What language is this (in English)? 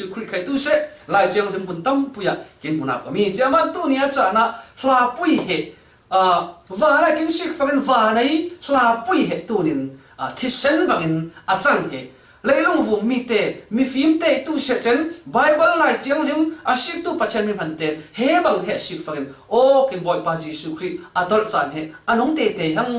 Falam Chin